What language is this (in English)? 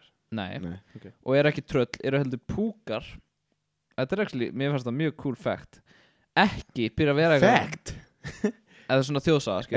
Icelandic